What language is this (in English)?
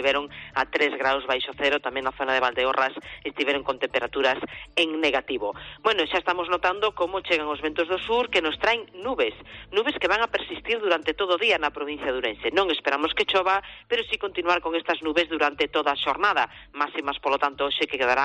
Galician